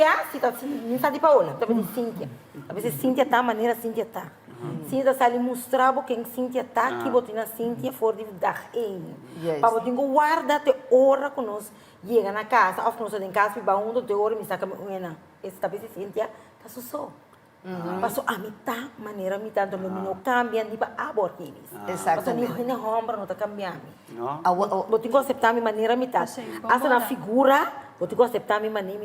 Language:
Papiamento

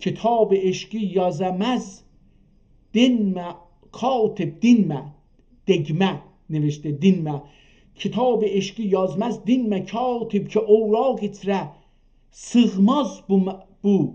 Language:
South Azerbaijani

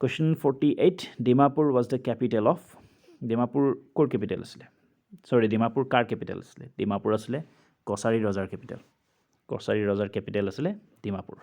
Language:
Assamese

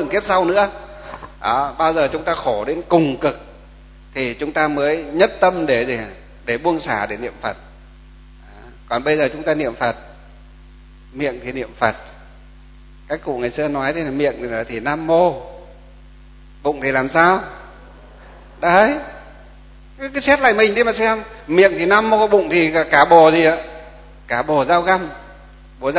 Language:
Vietnamese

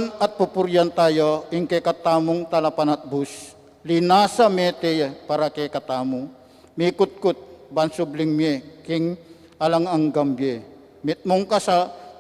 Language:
Pampanga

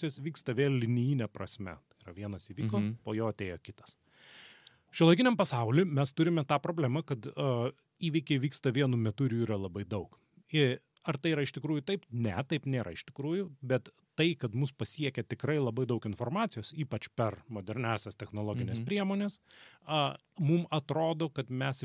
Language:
Lithuanian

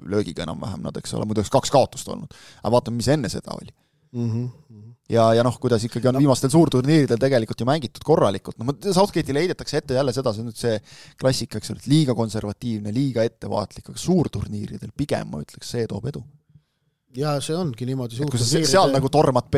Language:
Estonian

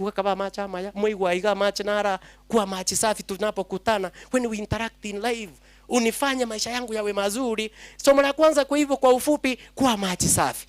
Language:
Gusii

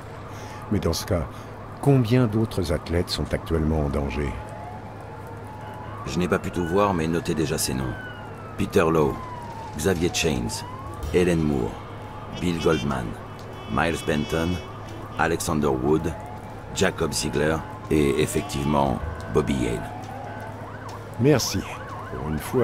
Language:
French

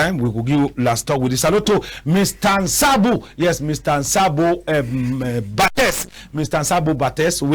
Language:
Cameroon Pidgin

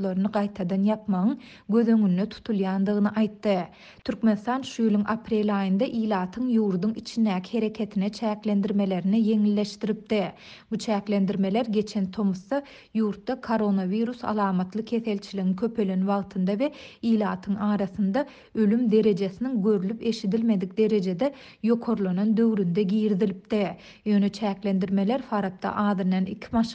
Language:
Turkmen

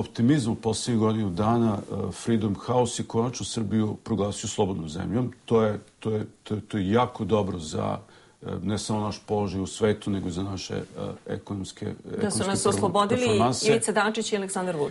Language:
Serbian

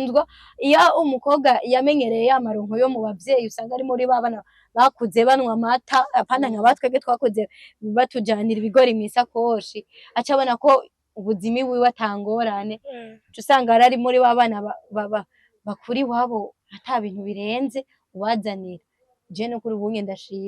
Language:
Rundi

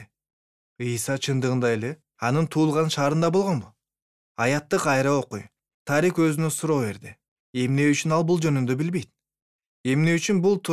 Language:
Kyrgyz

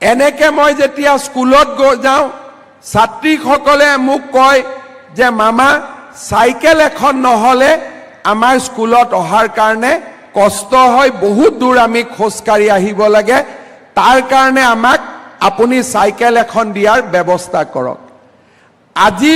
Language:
Assamese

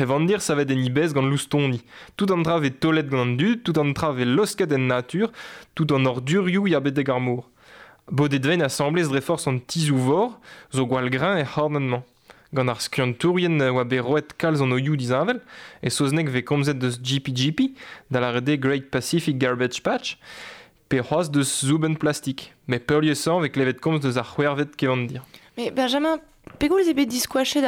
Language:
Breton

